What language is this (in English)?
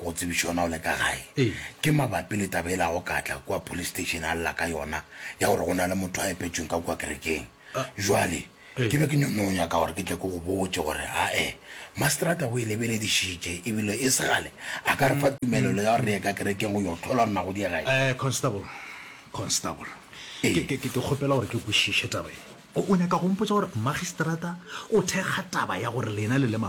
Northern Sotho